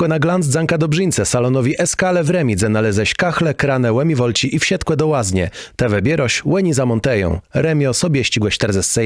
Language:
Kashubian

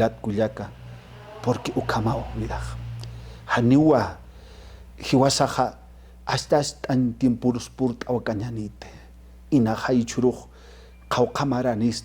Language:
Aymara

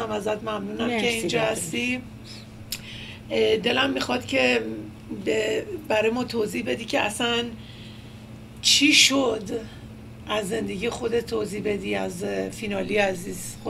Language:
Persian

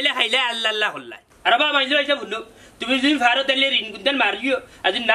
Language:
Sylheti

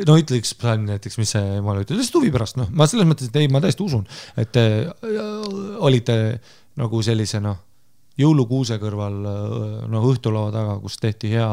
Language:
Estonian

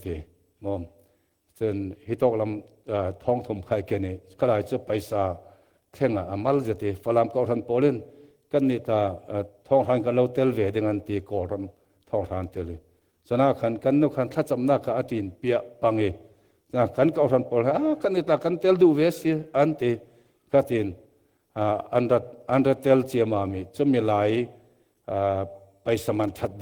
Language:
Falam Chin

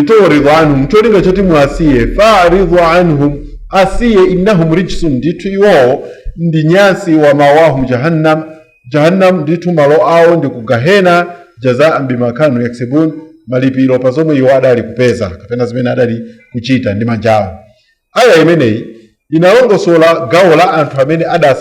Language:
Nyanja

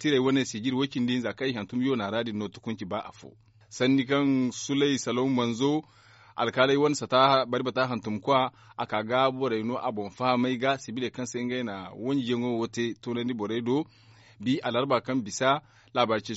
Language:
Zarma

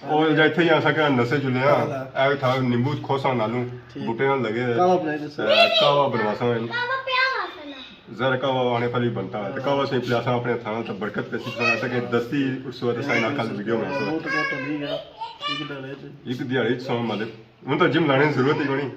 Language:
Pahari-Potwari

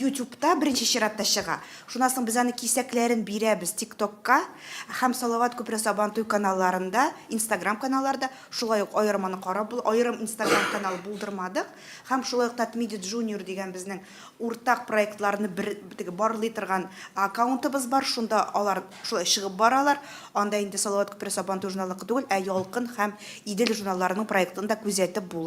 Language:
Tatar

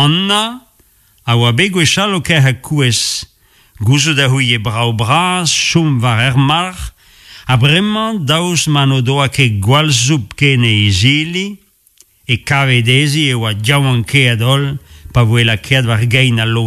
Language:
Breton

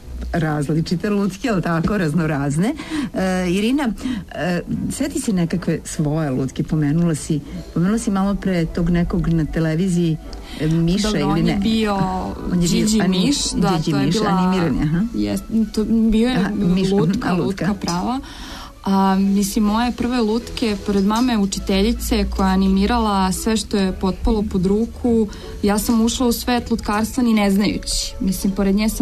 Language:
Serbian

